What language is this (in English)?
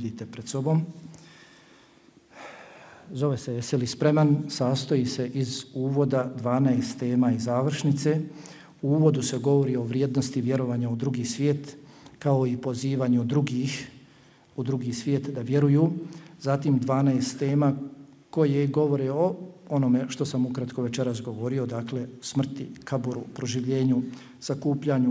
Bosnian